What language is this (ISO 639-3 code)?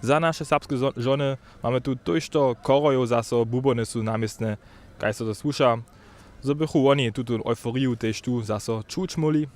hsb